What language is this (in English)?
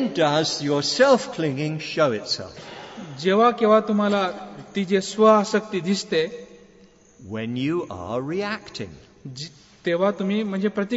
Marathi